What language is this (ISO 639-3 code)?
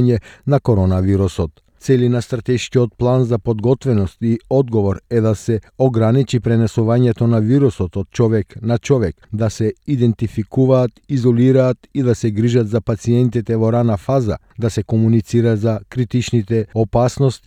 mkd